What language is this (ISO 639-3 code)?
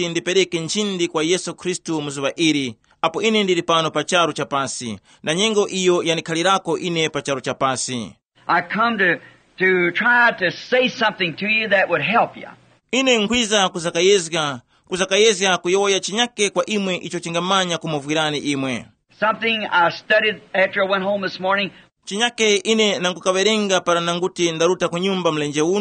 tum